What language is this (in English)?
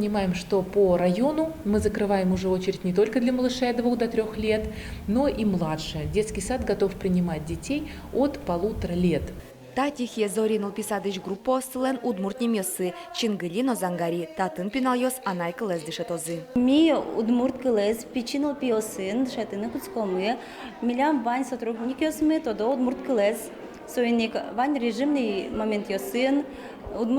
Udmurt